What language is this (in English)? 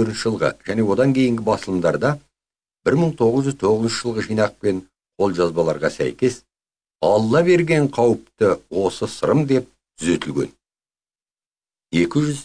Kazakh